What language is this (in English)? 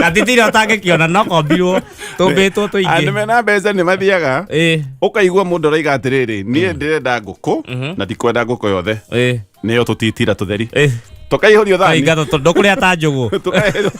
Kikuyu